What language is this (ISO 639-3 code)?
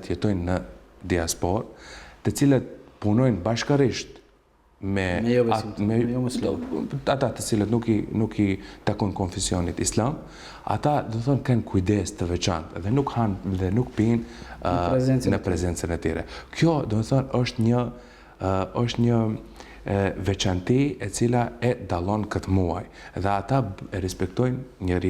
sqi